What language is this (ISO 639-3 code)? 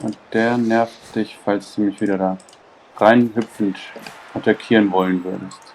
gsw